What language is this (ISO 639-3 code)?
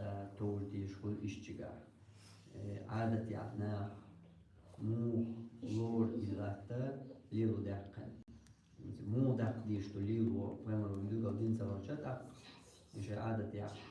che